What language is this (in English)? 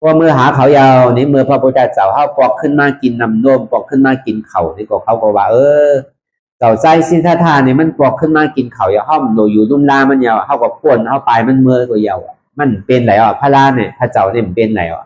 Shan